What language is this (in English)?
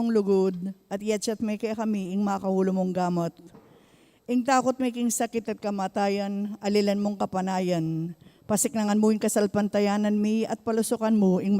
Pampanga